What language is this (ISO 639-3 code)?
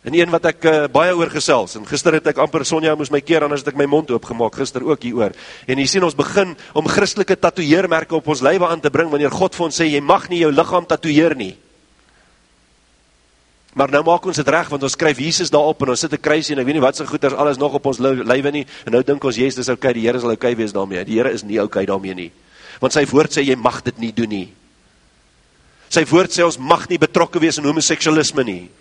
afr